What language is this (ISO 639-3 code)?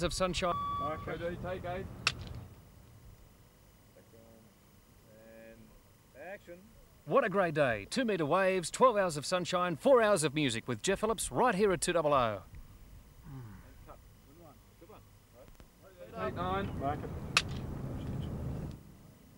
eng